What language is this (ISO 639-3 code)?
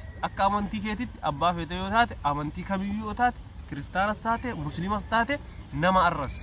orm